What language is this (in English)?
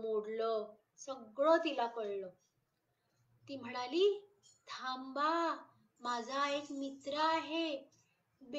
Marathi